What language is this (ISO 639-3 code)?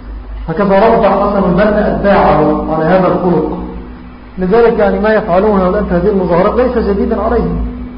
ara